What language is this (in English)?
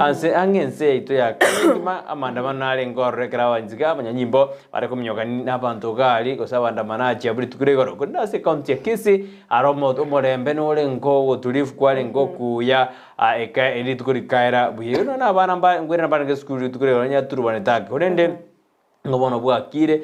Gusii